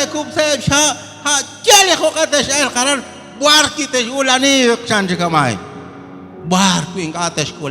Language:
Kekchí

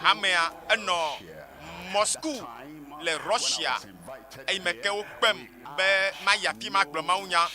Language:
Ewe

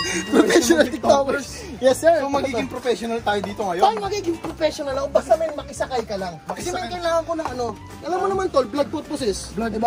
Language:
Filipino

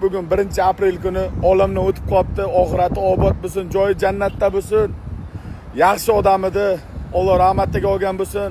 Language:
Uzbek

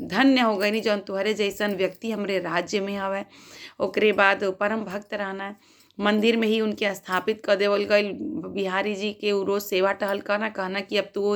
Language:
Bhojpuri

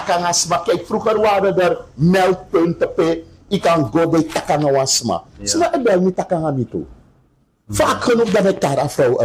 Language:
Sranan Tongo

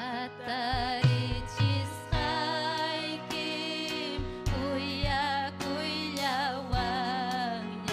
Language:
Ayacucho Quechua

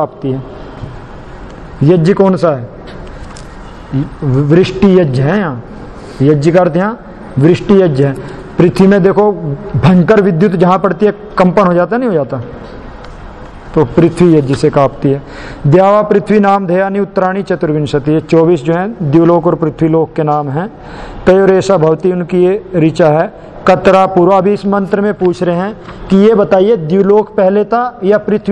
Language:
Hindi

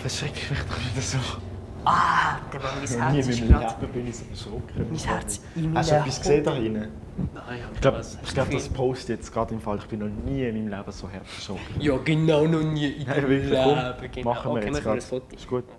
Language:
Swiss German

